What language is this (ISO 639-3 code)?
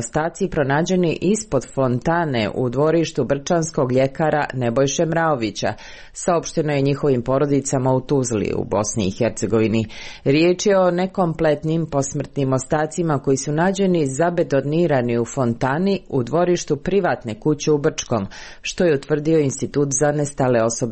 srp